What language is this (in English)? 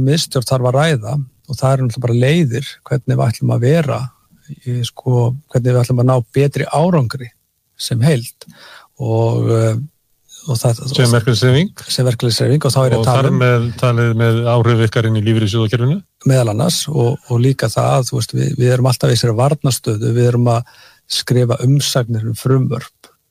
Icelandic